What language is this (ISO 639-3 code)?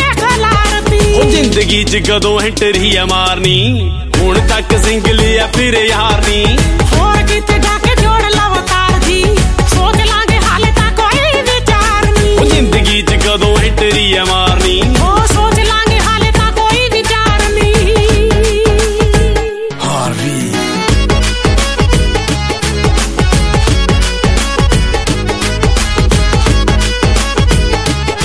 pan